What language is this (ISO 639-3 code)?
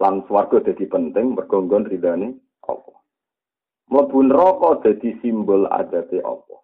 jav